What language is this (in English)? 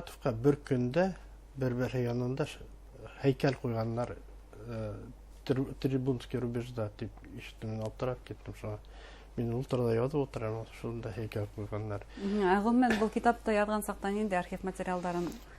Bashkir